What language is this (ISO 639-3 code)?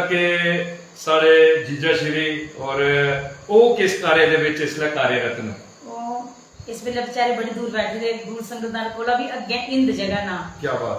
doi